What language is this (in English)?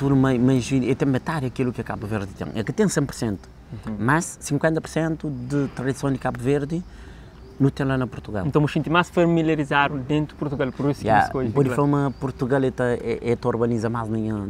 Kabuverdianu